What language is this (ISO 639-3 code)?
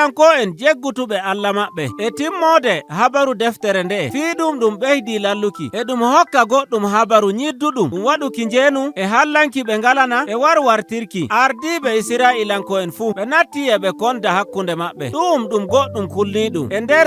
fuv